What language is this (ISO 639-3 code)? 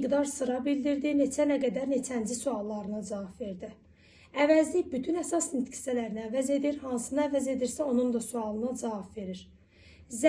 aze